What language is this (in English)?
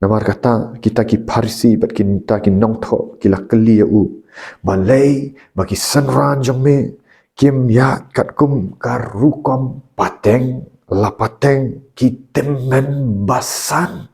Khasi